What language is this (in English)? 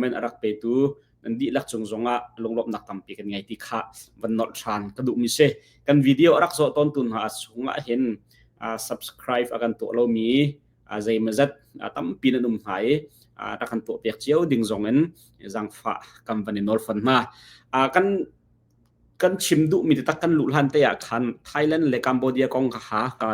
Hakha Chin